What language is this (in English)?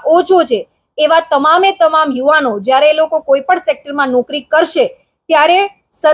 Gujarati